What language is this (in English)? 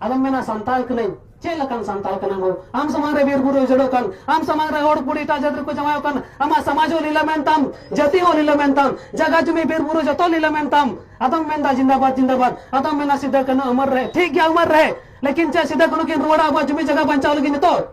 Santali